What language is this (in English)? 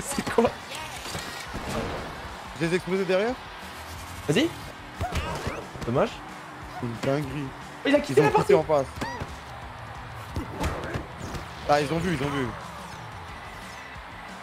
French